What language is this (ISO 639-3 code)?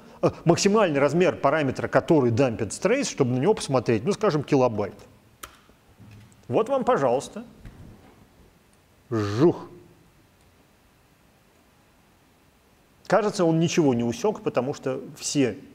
rus